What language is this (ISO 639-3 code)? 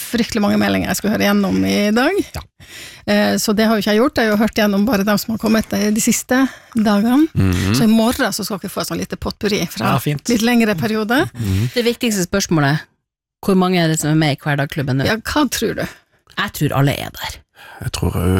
nor